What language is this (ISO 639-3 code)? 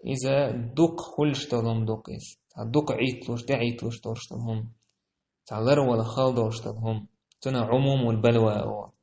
che